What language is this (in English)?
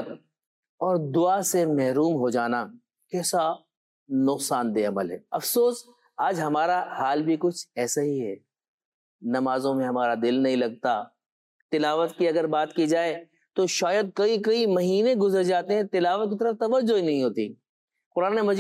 Urdu